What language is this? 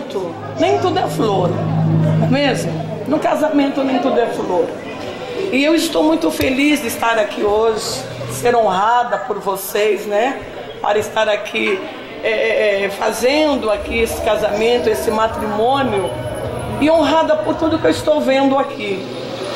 Portuguese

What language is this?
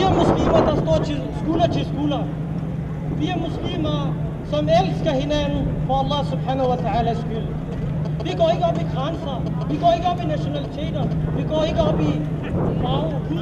Danish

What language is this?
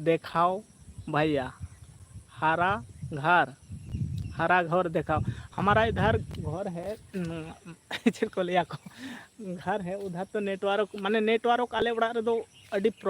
Santali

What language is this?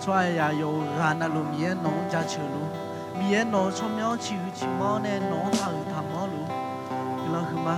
Akha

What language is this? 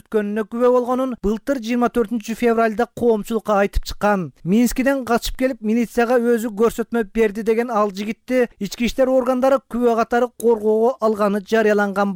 Kyrgyz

